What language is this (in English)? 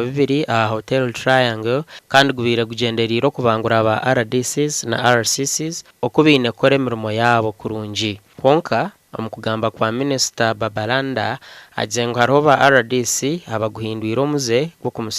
Nyankole